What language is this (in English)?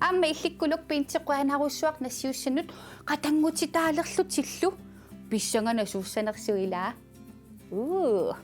Kalaallisut